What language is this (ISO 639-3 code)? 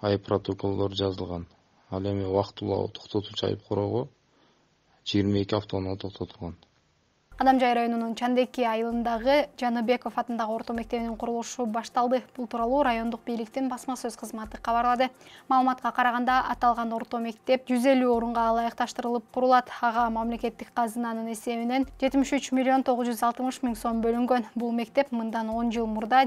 kir